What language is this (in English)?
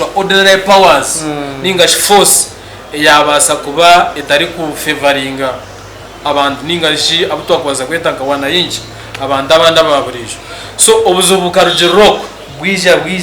Nyankole